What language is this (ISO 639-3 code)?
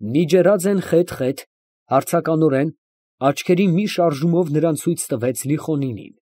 hye